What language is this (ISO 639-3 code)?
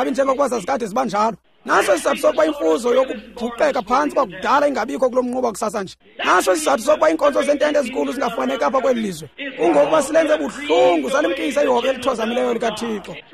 xho